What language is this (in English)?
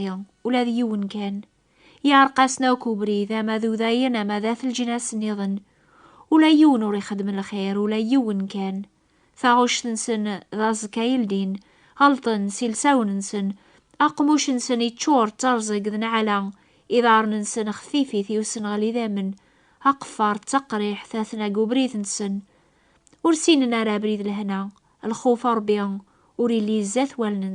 Kabyle